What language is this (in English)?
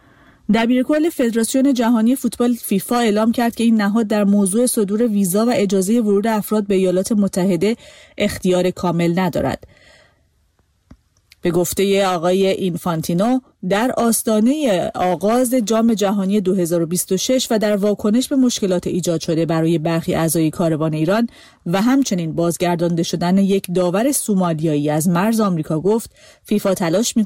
Persian